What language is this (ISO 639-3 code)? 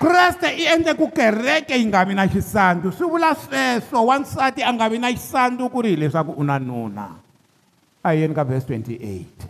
tso